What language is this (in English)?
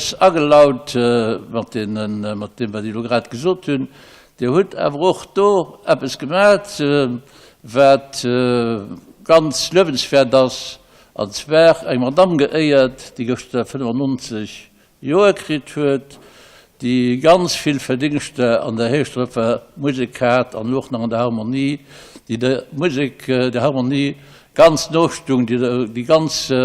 Luxembourgish